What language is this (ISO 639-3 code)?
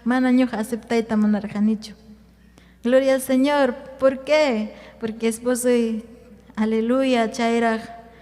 quy